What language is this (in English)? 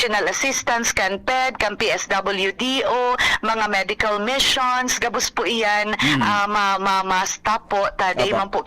Bikol